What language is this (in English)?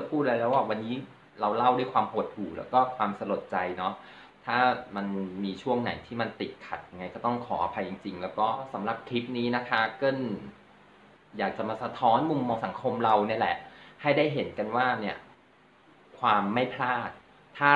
Thai